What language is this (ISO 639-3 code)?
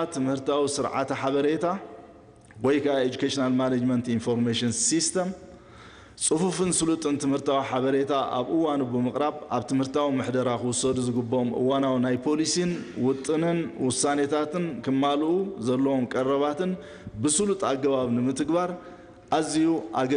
tir